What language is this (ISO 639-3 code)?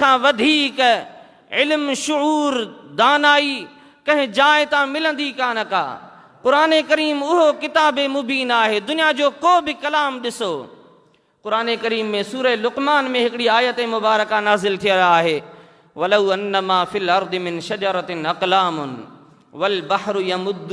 snd